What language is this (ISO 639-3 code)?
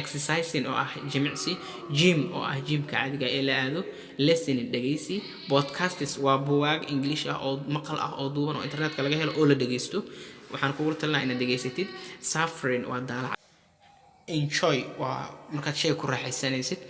som